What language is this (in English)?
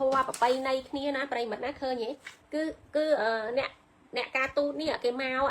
Khmer